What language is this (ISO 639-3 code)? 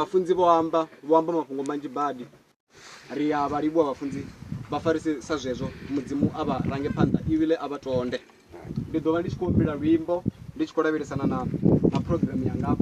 ven